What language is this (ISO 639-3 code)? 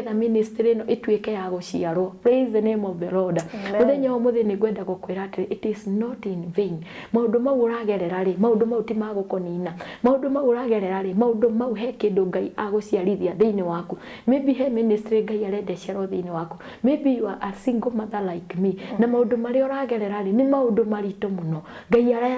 kik